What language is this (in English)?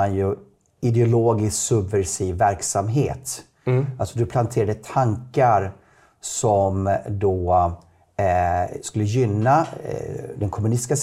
Swedish